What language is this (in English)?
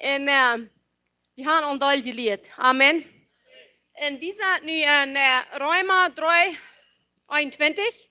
Plautdietsch